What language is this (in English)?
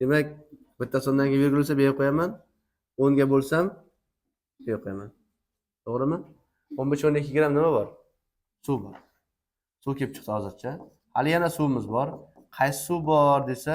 Uzbek